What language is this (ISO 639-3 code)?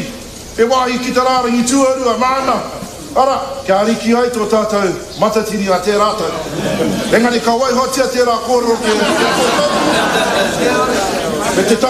mri